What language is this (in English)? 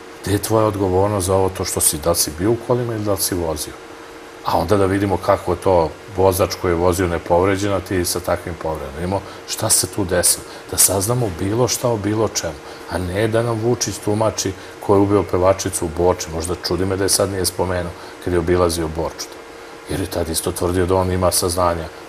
Serbian